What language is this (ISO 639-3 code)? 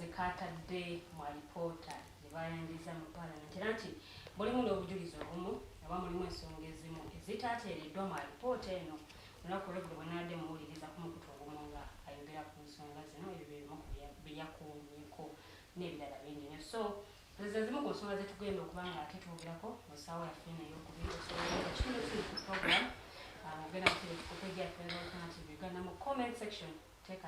lug